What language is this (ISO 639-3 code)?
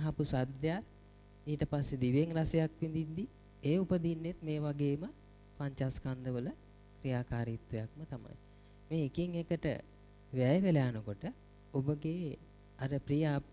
sin